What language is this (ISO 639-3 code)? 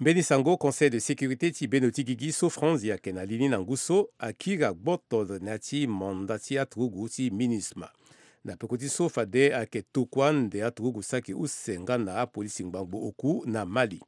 sag